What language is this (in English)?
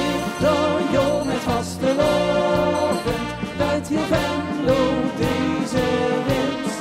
Limburgish